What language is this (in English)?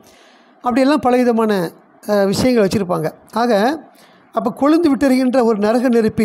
Tamil